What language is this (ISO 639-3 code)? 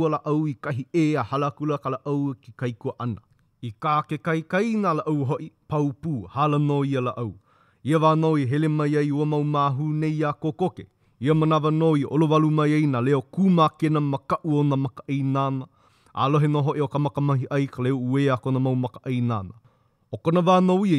haw